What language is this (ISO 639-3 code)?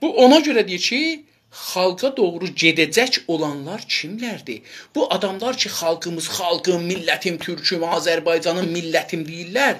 azb